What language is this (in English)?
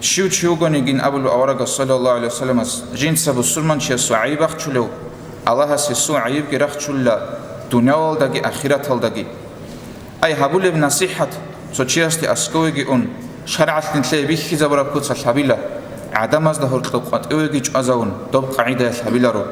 Avaric